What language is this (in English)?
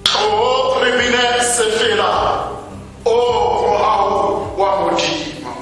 Tswana